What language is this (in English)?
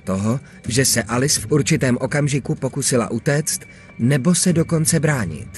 Czech